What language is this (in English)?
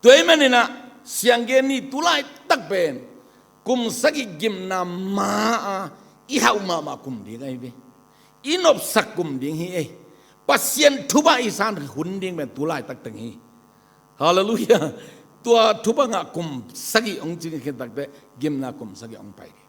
Tedim Chin